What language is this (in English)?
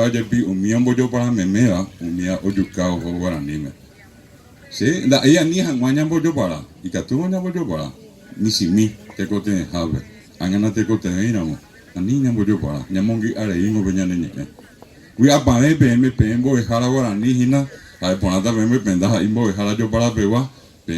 Guarani